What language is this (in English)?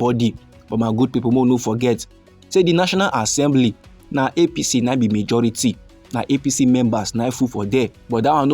Nigerian Pidgin